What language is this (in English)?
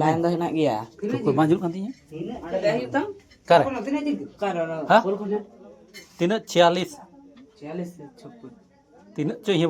Santali